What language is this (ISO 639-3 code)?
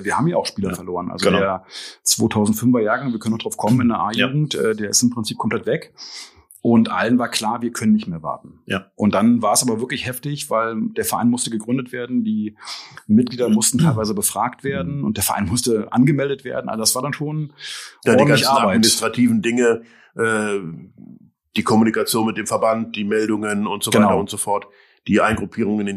deu